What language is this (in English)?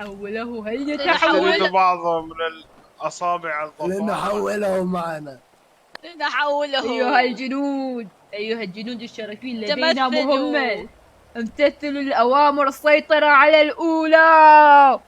Mesopotamian Arabic